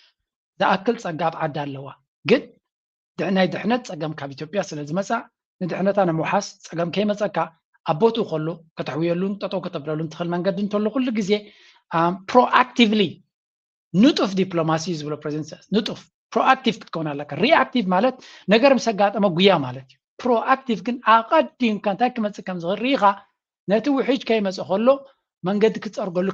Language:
Tigrinya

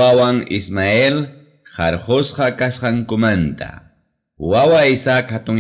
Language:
Ayacucho Quechua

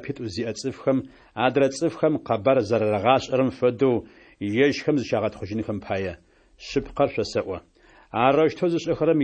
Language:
Adyghe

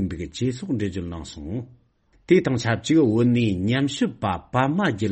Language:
Tibetan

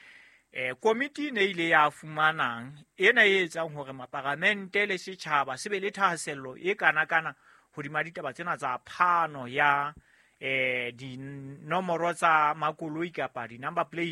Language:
Southern Sotho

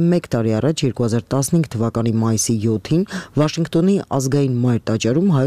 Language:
Armenian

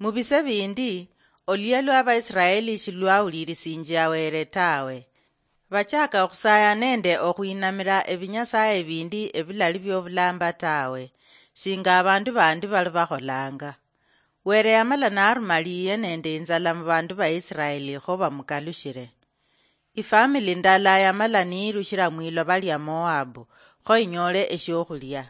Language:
Luyia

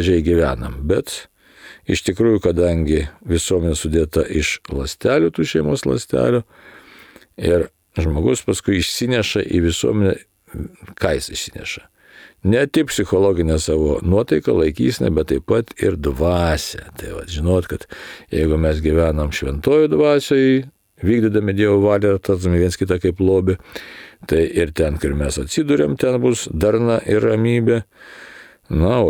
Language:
Lithuanian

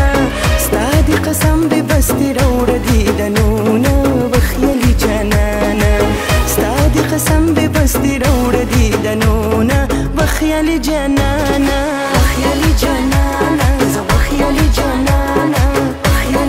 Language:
Persian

